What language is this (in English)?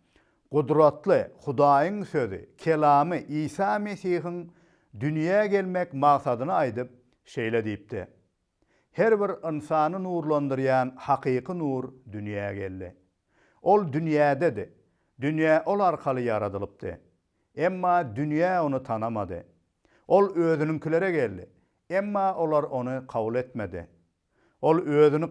Turkmen